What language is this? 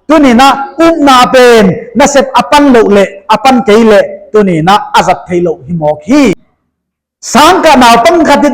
Paite Chin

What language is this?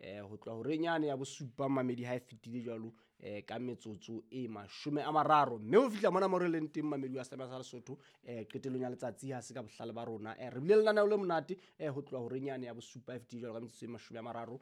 Southern Sotho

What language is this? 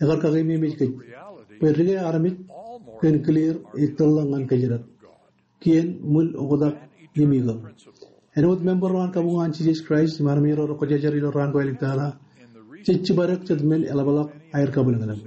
Marshallese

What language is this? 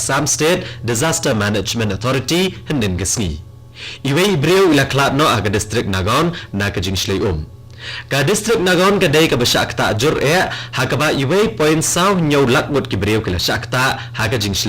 Khasi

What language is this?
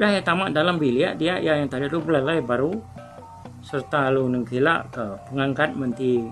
Iban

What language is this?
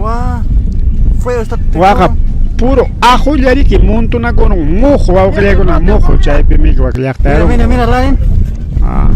Ayacucho Quechua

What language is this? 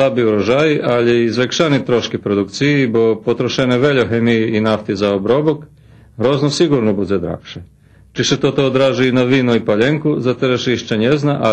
Rusyn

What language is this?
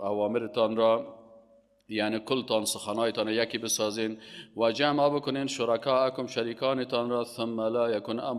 Persian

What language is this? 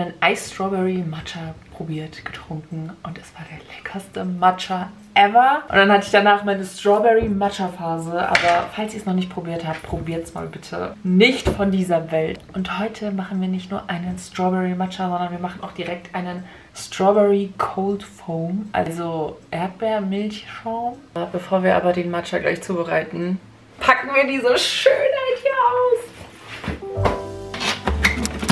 German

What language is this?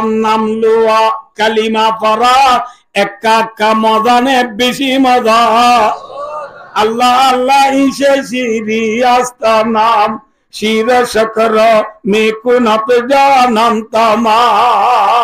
Rohingya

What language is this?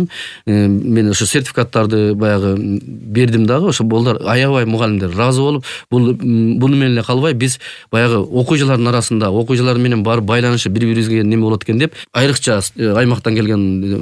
Kyrgyz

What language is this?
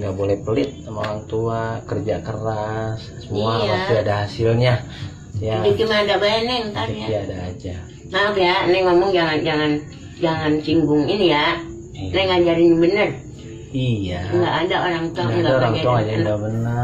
Betawi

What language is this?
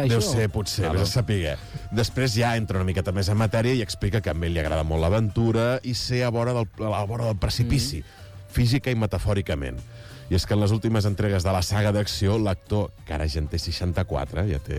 Catalan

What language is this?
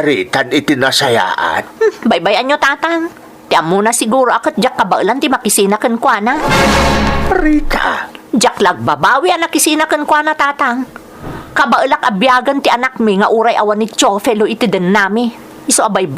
Iloko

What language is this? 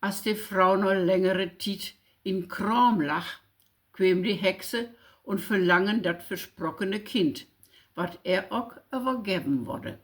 Low German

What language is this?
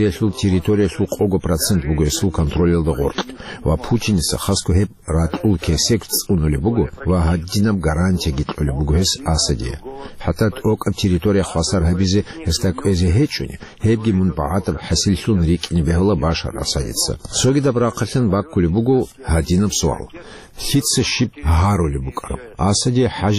Avaric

